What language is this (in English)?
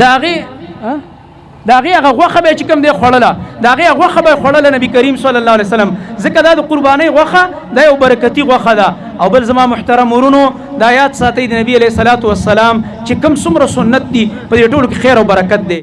Pashto